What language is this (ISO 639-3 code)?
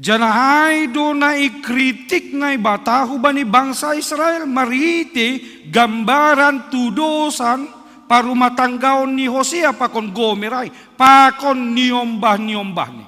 bts